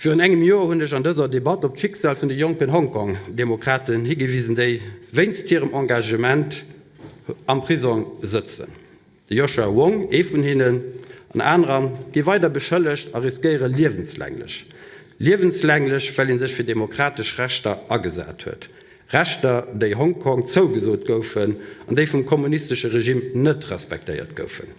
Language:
Luxembourgish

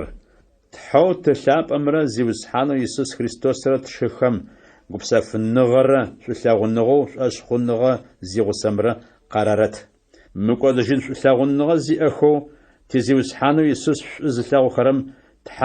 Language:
Adyghe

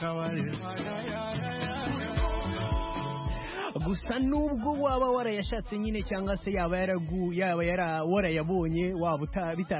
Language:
Kinyarwanda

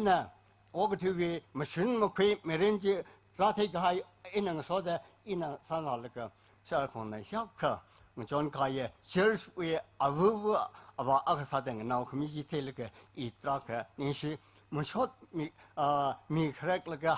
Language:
Tangkhul Naga (India)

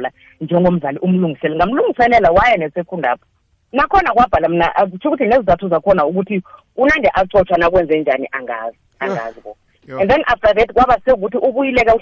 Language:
South Ndebele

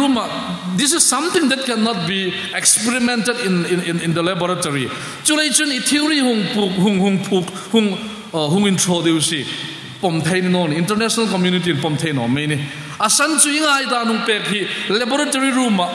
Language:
Hmar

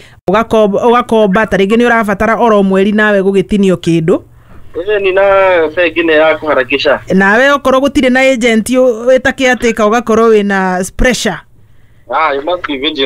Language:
Kikuyu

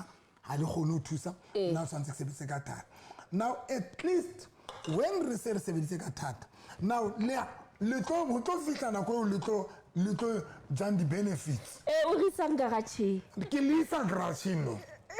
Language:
Southern Sotho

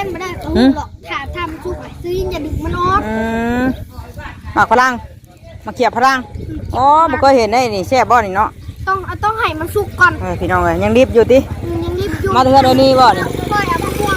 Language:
Northeastern Thai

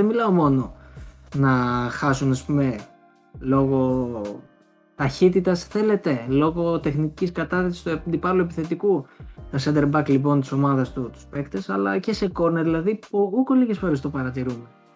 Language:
Greek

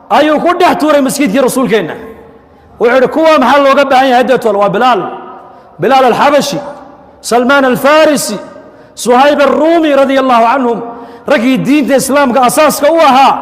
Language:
Somali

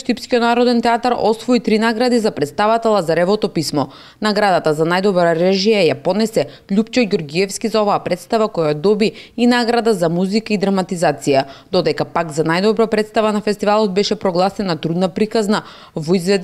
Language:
Macedonian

